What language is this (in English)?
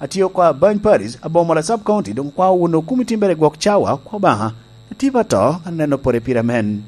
Lango (Uganda)